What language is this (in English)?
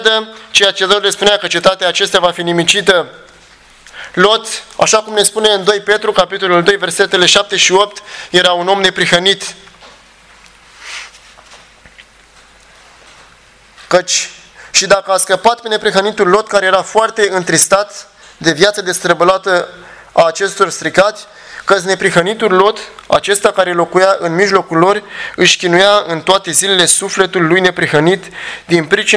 Romanian